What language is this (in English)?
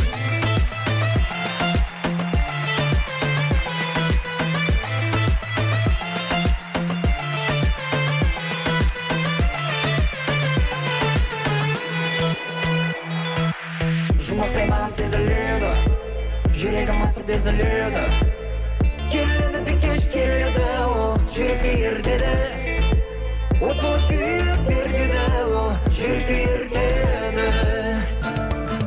Kazakh